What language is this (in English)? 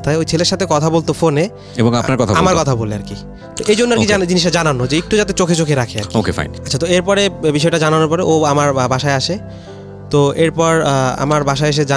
Bangla